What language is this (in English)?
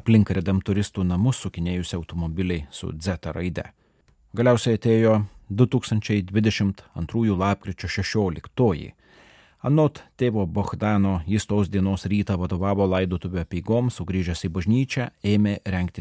Lithuanian